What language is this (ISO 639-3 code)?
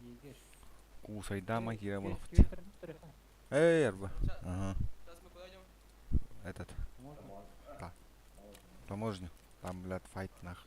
sah